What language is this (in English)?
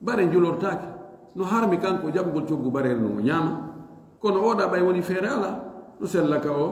Fula